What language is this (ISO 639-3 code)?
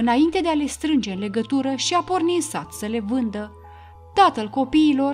ron